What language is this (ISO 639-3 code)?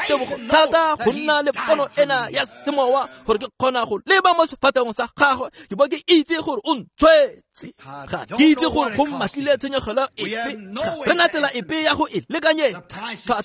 tsn